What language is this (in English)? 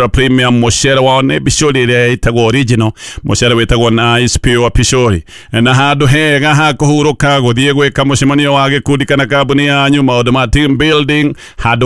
Kikuyu